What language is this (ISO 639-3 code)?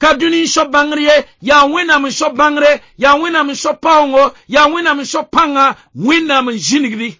mos